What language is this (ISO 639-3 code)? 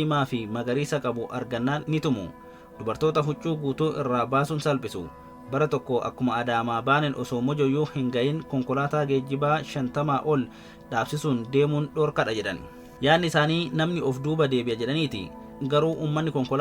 orm